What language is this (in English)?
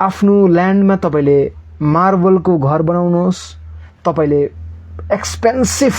Nepali